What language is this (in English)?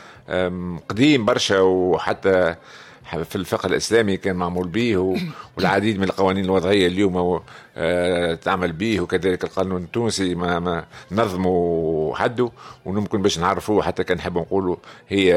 Tunisian Arabic